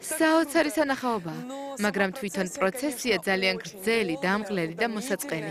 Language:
Georgian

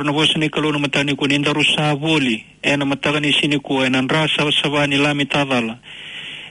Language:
Fijian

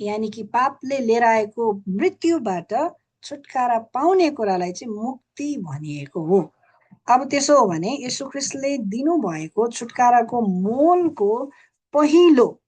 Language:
Nepali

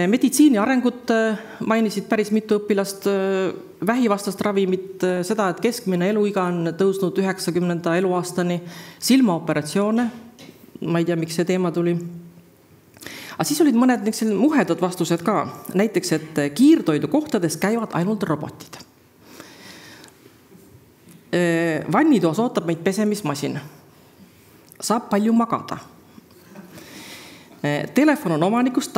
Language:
Estonian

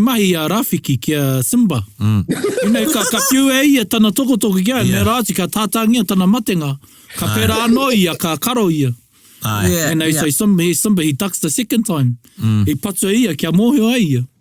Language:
Māori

